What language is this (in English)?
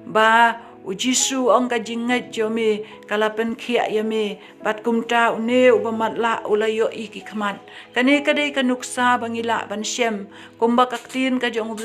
Khasi